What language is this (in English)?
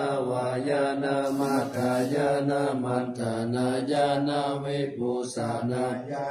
Pali